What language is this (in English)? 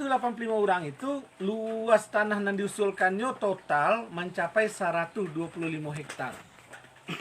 Minangkabau